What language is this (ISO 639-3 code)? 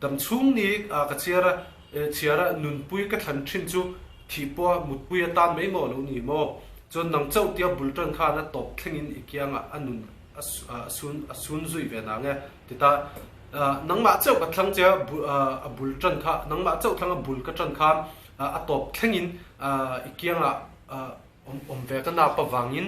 lus